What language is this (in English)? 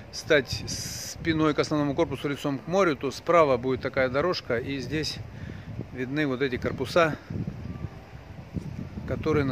Russian